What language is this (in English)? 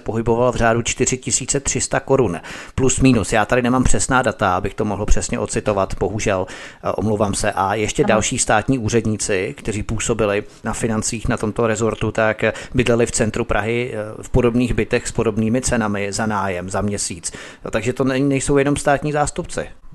Czech